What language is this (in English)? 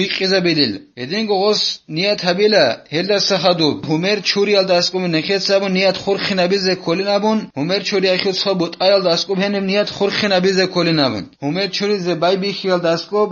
Avaric